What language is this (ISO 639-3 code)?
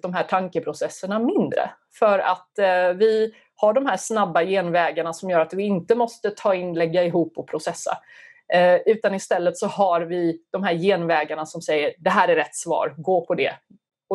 swe